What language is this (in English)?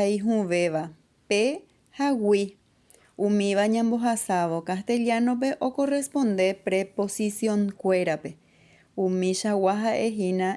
Guarani